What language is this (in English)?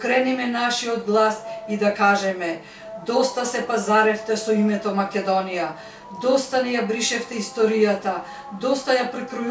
Macedonian